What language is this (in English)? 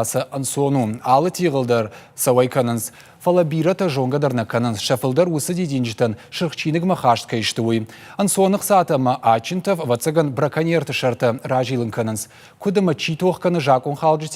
Ossetic